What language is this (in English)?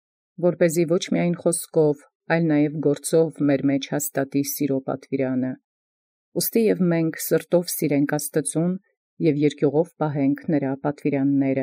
Armenian